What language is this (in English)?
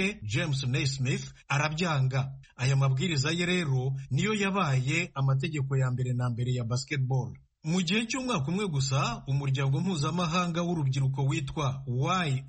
Kinyarwanda